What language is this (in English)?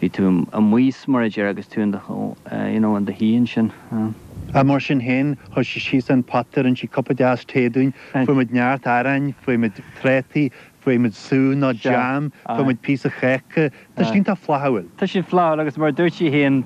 Irish